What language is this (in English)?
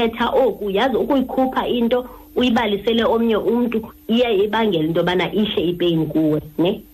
Xhosa